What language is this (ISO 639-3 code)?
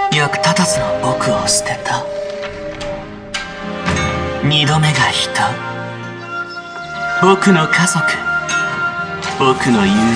jpn